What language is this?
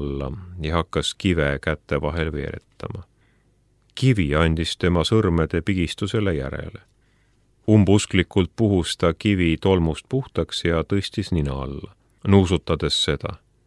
Estonian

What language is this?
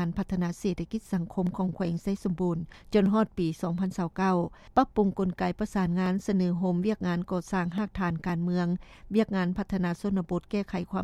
Lao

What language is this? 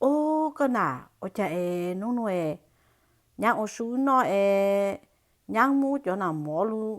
Hmong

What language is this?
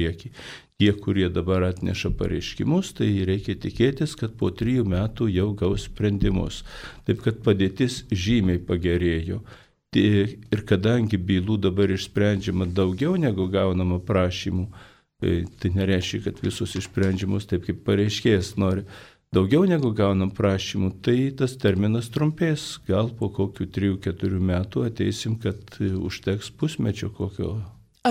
Lithuanian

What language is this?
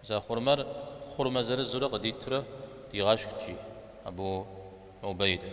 Kabardian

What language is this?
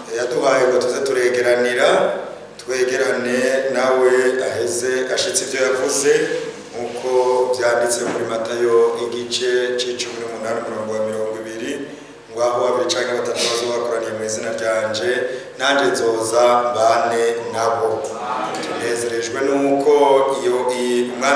Rundi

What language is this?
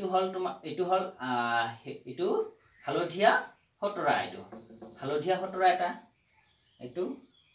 Assamese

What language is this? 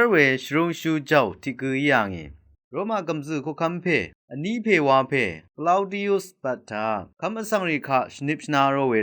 Rawang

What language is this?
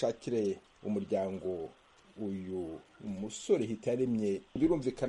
Kinyarwanda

